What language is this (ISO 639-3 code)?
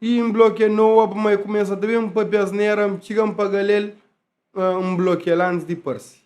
kea